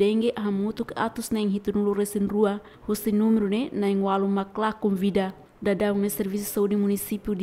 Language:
Tetum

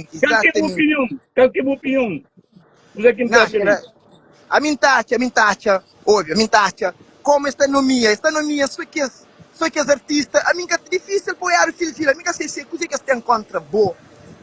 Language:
Kabuverdianu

